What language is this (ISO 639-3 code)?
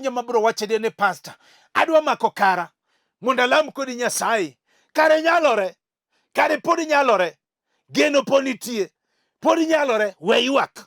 luo